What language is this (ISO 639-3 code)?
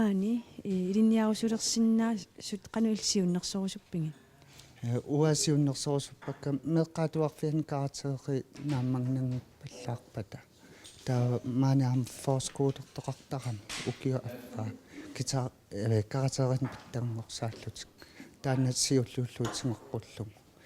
kal